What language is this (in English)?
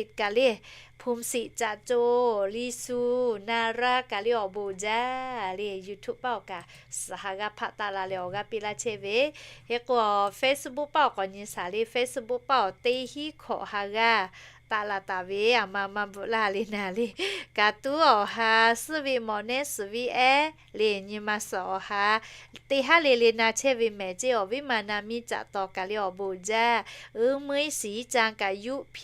Lahu